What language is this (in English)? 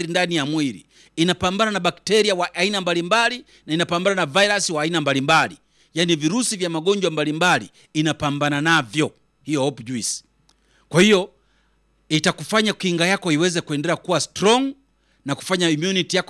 Swahili